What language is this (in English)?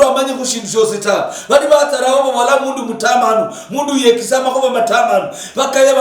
Luyia